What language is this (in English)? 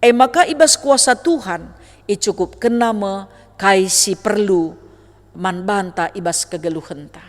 Batak Karo